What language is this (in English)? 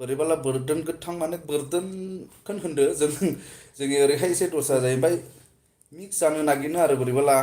Bodo